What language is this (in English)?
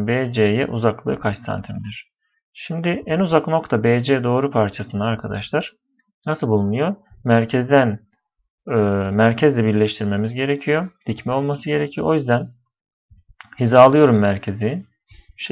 Turkish